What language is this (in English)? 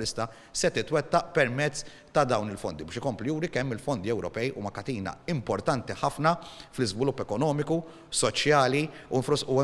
Maltese